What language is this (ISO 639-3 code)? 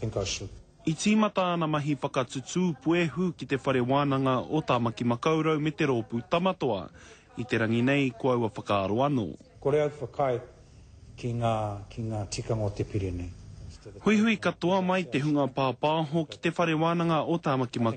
mri